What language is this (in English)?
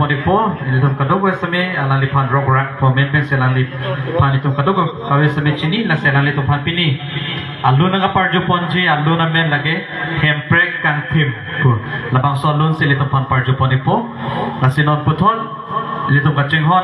Karbi